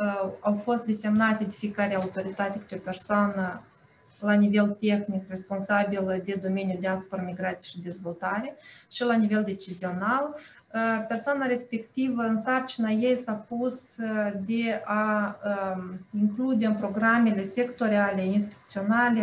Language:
Romanian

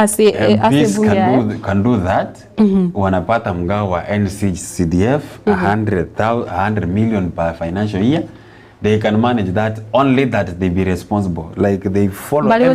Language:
Gusii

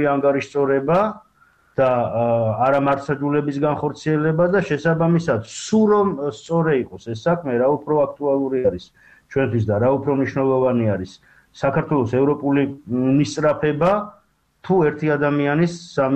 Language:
Georgian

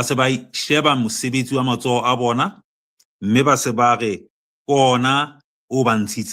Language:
Southern Sotho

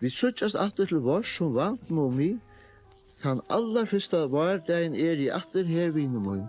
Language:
Faroese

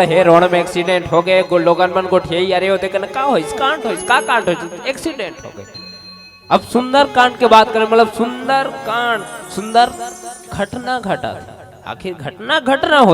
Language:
Chhattisgarhi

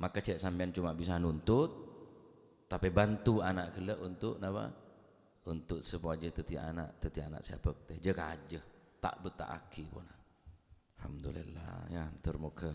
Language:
Madurese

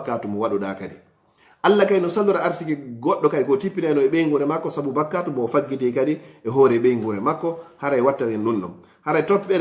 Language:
Fula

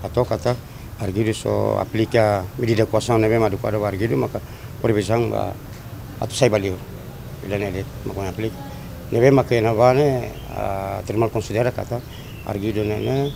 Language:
Tetum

